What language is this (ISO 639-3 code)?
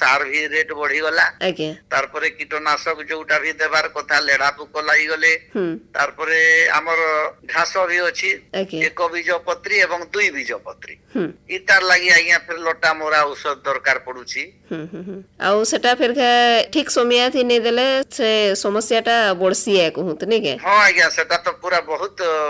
ori